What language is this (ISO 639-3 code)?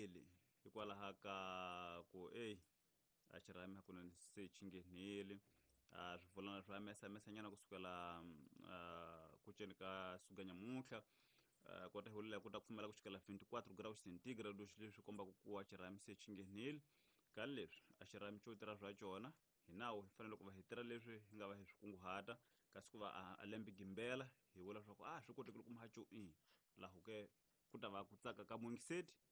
tso